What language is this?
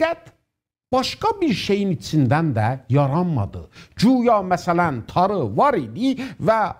South Azerbaijani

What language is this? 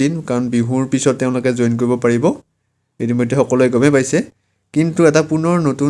Assamese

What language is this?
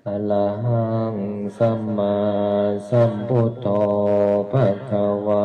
Pali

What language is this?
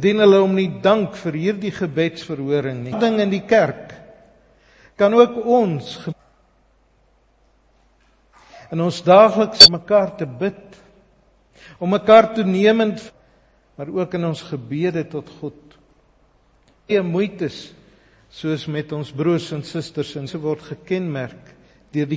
Afrikaans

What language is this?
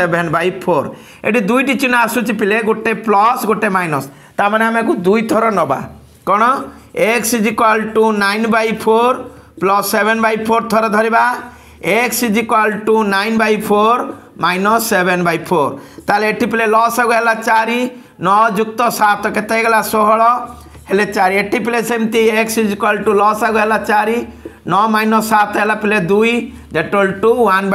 Odia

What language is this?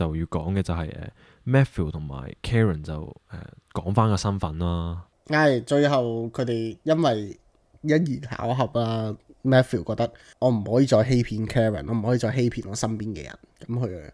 Cantonese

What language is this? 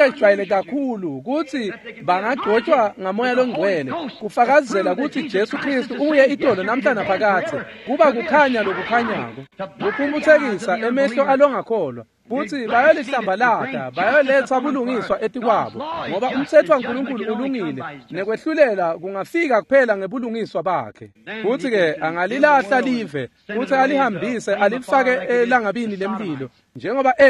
Swati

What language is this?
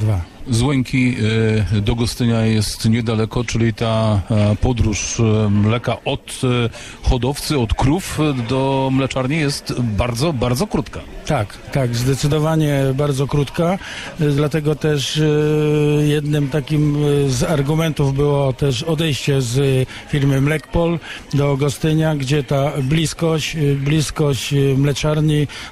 Polish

